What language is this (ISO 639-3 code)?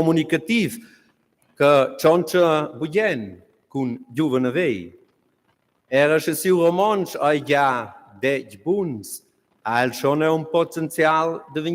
roh